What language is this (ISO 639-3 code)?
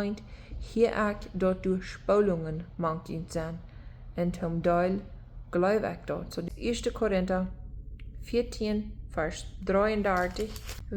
pdt